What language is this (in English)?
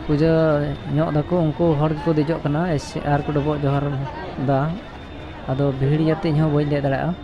Santali